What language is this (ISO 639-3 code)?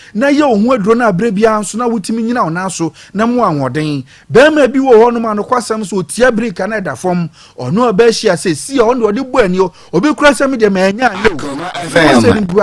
aka